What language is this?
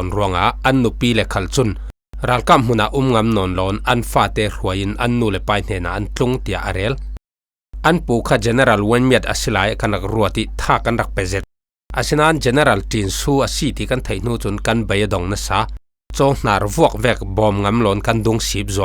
Falam Chin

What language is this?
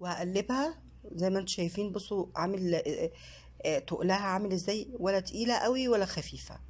Egyptian Arabic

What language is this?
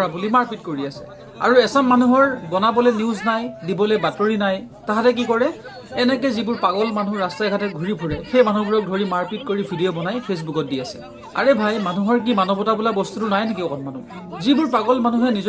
Assamese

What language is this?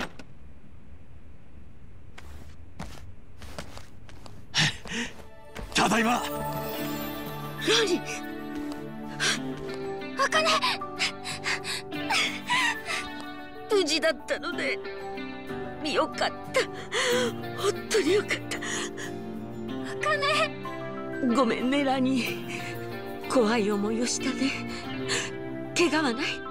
Japanese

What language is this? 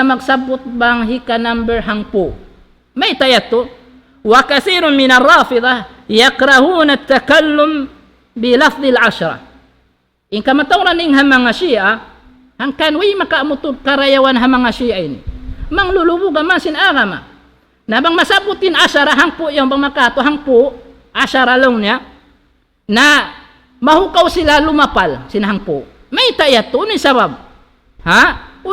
Tausug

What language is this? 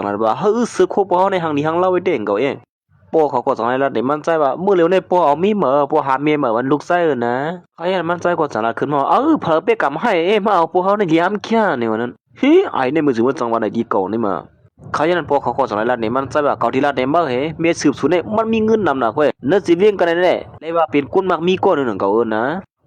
Shan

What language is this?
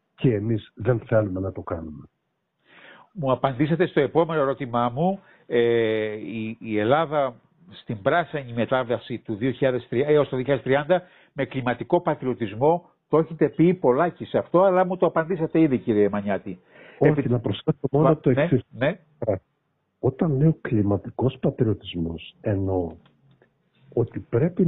Greek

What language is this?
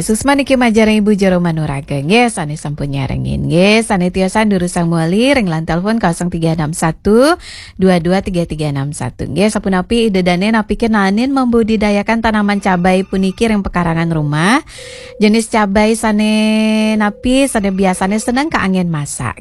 Balinese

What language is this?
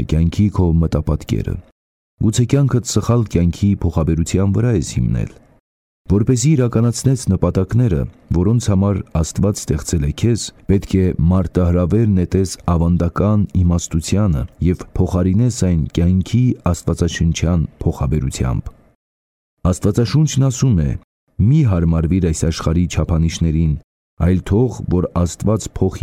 Armenian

